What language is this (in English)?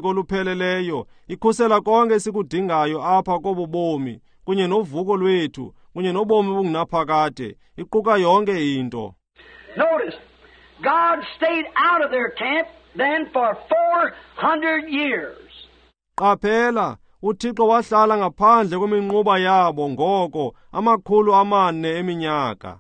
Xhosa